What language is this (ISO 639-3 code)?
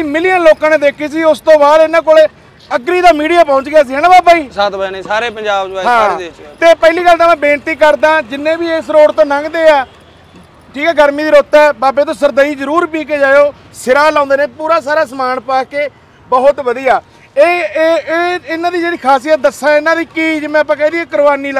pan